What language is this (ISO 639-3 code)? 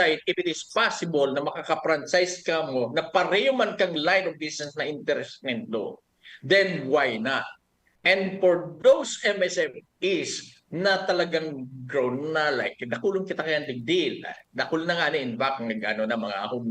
bik